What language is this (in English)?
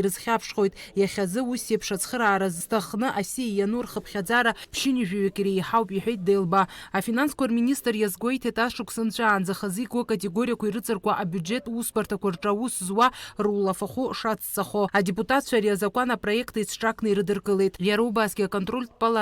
Abkhazian